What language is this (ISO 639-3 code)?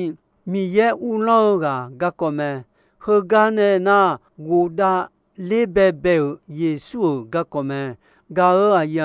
ahk